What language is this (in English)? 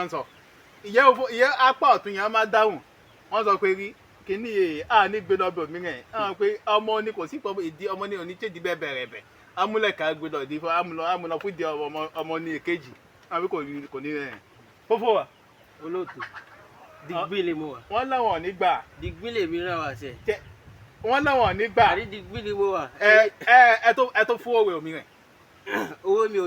Yoruba